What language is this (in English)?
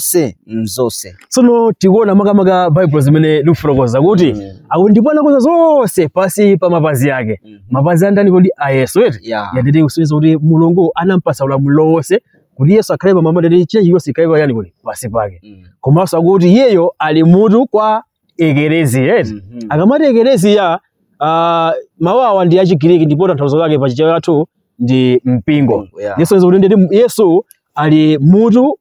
Nyanja